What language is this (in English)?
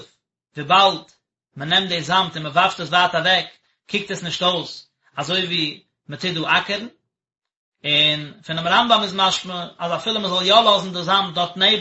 Yiddish